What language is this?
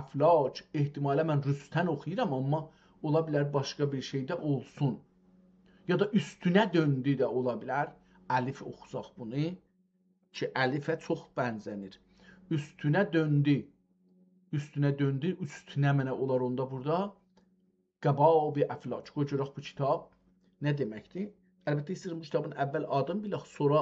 South Azerbaijani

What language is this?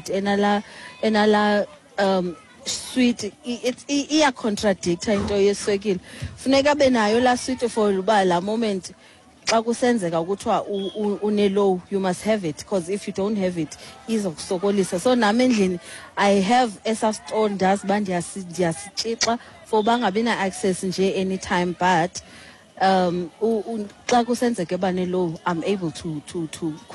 Xhosa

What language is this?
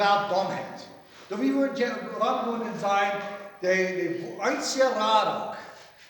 Plautdietsch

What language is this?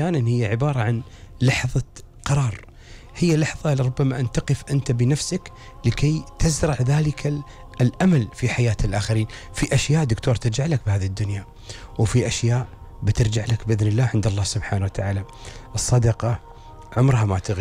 Gulf Arabic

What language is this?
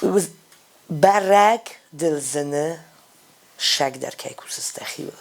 Ossetic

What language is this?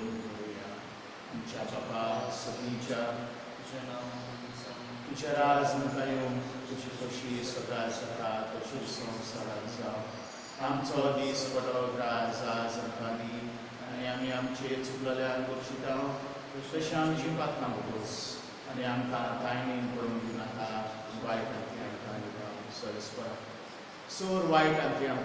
Konkani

